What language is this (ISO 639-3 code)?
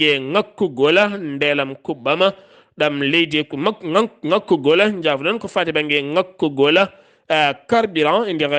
ful